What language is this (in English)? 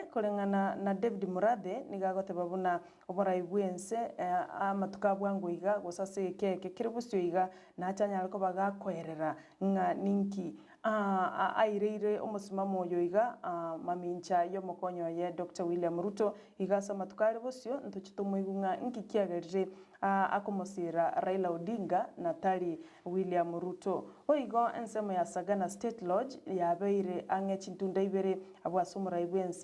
Gusii